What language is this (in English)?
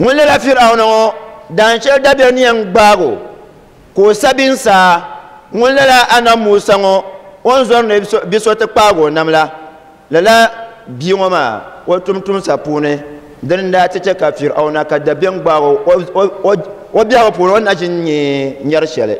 Dagbani